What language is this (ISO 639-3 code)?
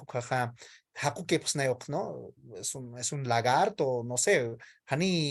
aym